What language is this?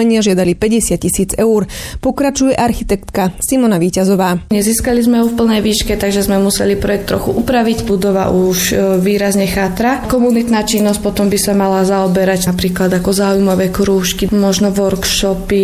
Slovak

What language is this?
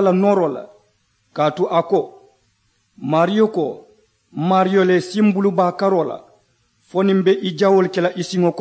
Mandingo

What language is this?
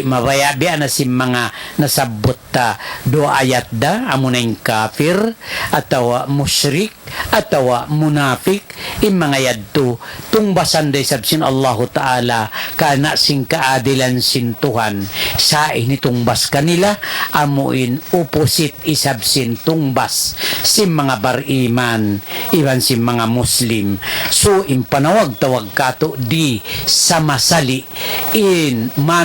Tausug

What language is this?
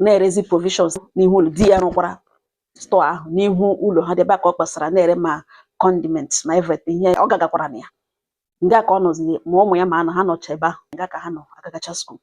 Igbo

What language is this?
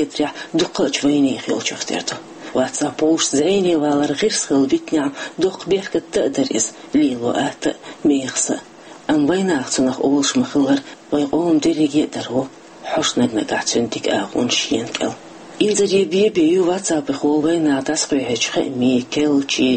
Chechen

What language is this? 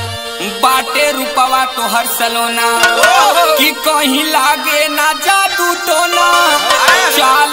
Bhojpuri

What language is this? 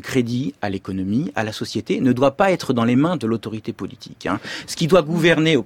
French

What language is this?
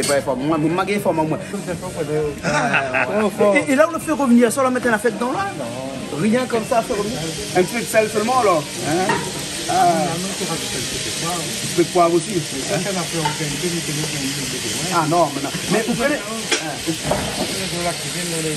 Réunion Creole French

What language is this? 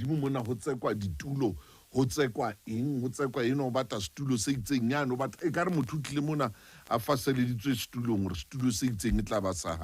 Southern Sotho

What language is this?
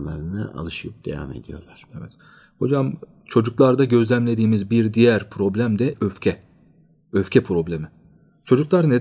Turkish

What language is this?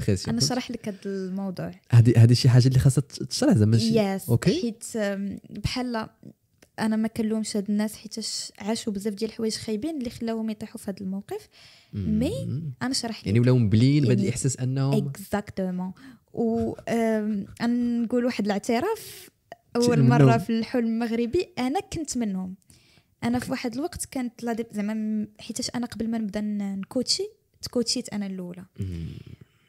Moroccan Arabic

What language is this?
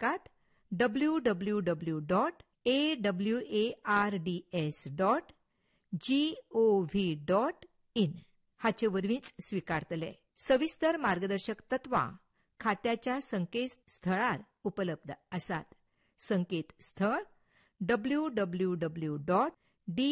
Konkani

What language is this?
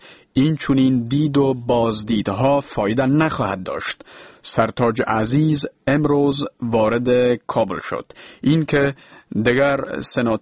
Persian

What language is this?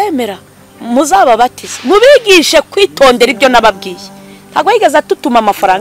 Kinyarwanda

